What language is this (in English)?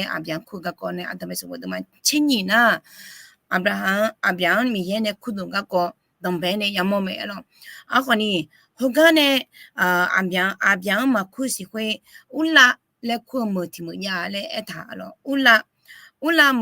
Akha